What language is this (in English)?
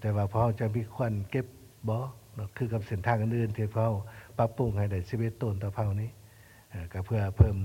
Lao